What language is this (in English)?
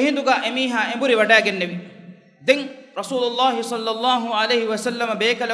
Divehi